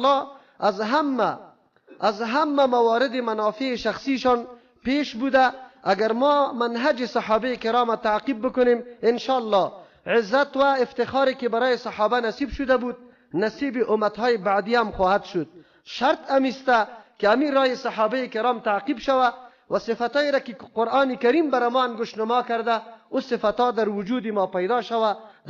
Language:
Persian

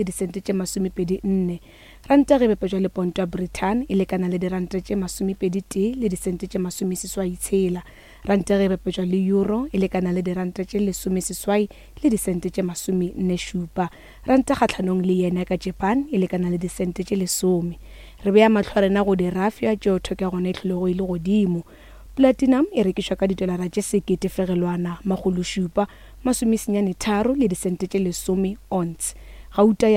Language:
Northern Sotho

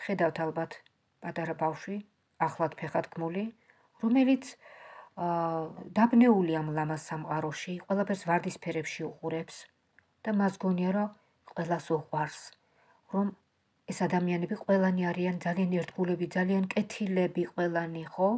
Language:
Georgian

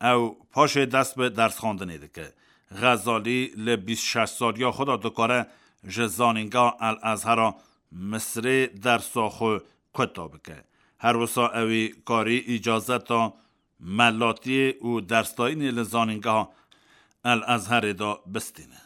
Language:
Kurdish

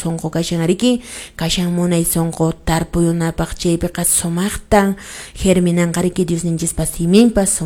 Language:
Quechua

